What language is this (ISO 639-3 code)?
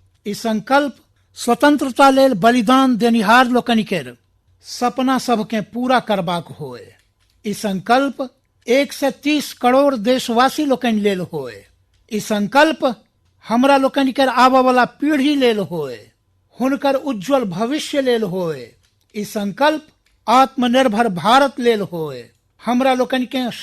mai